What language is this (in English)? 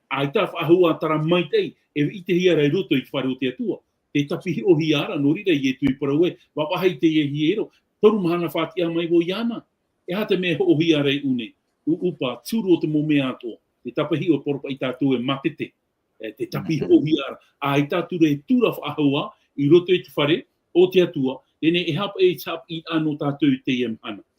Tahitian